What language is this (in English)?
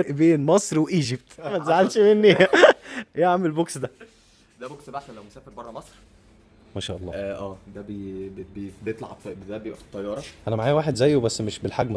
Egyptian Arabic